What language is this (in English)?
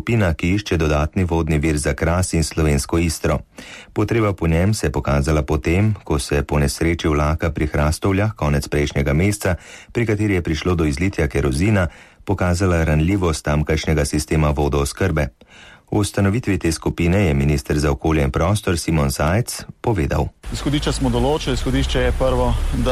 Slovenian